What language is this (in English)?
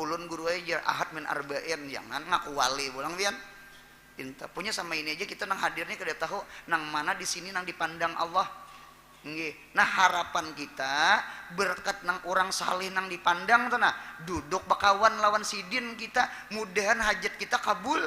Banjar